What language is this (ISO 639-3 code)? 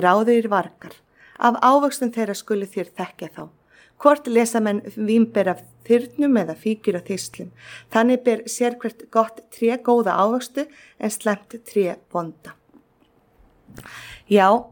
isl